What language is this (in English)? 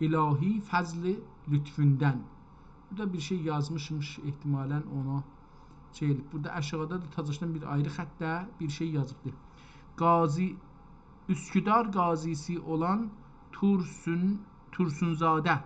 South Azerbaijani